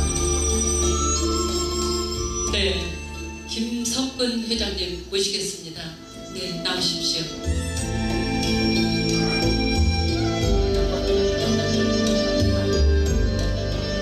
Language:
Korean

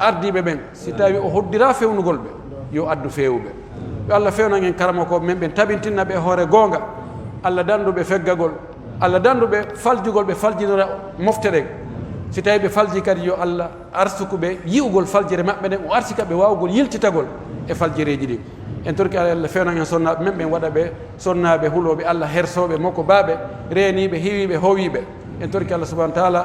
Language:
Pular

